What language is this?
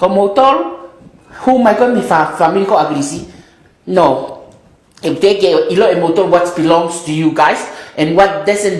Tongan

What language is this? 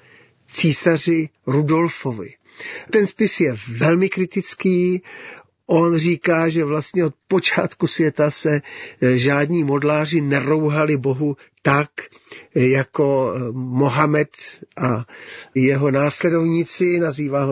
Czech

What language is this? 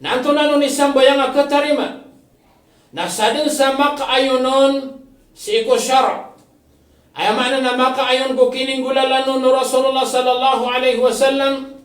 Maranao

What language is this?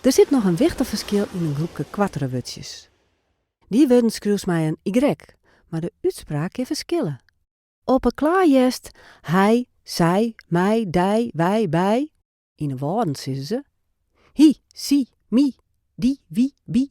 Western Frisian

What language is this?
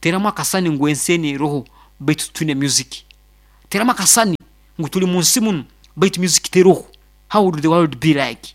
Nyoro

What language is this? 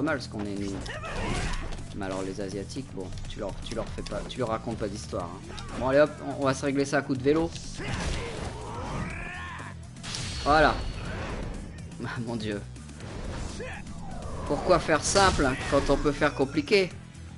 French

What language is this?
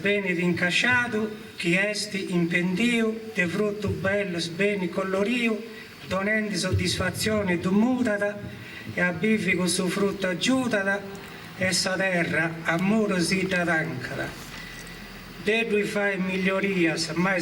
Sardinian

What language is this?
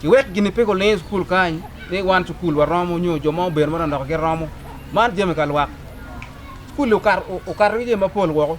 Acoli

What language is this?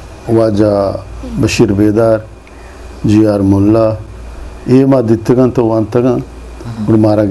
Eastern Balochi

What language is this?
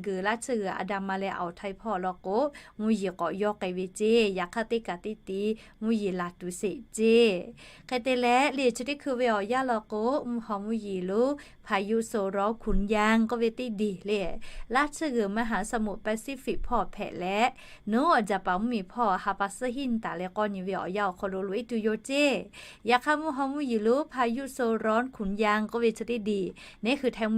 Lahu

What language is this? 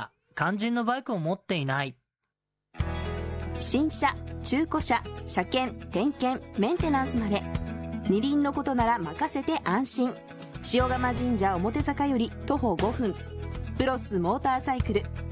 Japanese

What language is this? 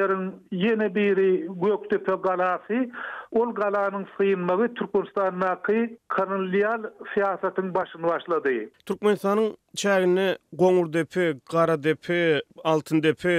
Turkmen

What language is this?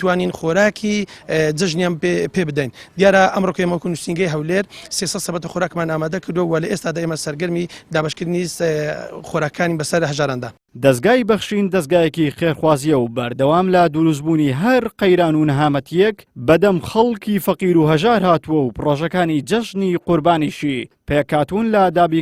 Central Kurdish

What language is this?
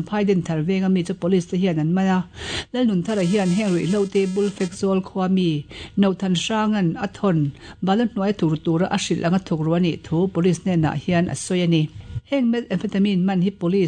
Mizo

